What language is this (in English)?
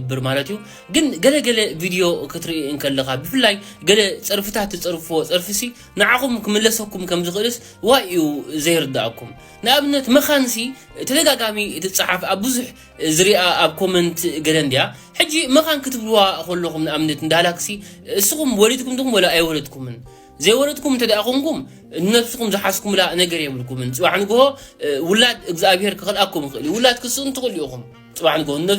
Tigrinya